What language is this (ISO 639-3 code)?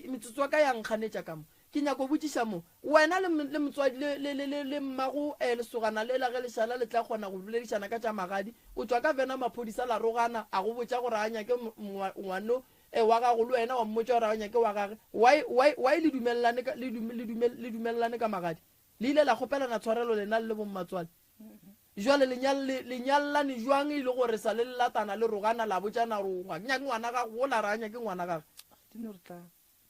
nso